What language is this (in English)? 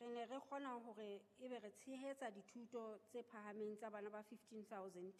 Southern Sotho